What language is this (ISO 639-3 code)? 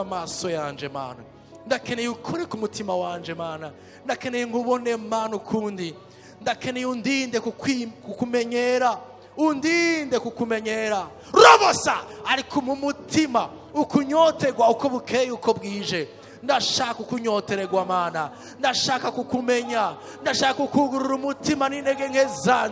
run